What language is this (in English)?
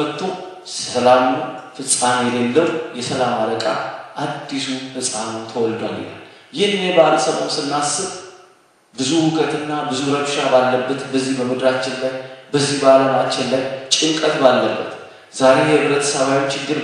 Amharic